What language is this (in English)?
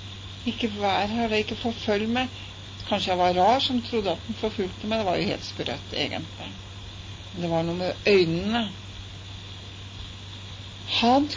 Norwegian